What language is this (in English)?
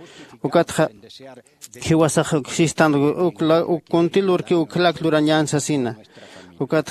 Aymara